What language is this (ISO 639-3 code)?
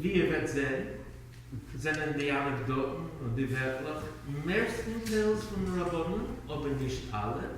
yid